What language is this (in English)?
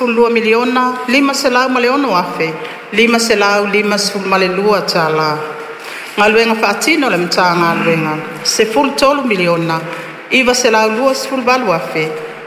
Samoan